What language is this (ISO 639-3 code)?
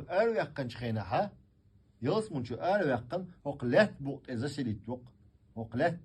che